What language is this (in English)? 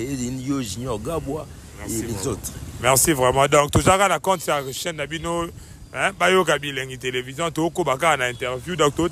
Lingala